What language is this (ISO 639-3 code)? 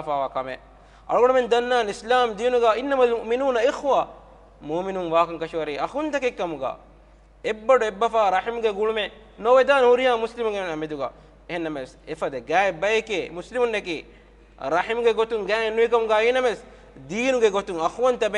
div